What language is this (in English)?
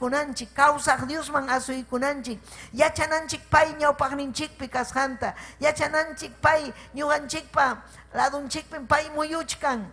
Ayacucho Quechua